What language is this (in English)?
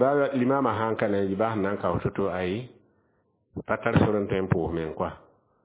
Mossi